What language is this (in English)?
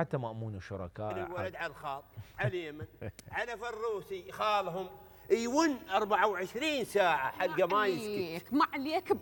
Mesopotamian Arabic